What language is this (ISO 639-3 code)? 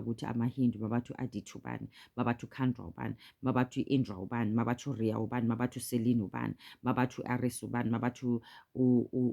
zul